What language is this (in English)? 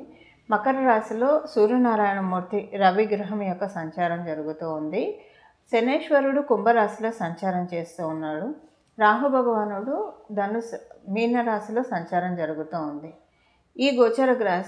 Telugu